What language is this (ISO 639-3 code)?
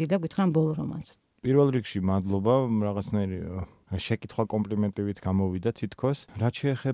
kat